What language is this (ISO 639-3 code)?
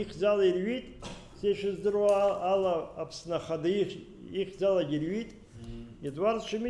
abk